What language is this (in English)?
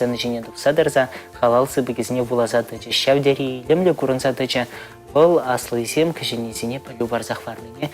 Chuvash